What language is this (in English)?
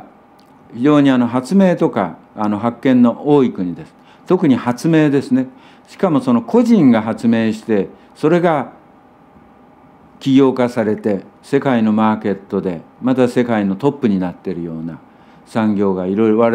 Japanese